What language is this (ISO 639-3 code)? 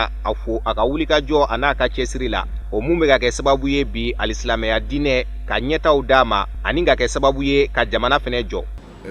bam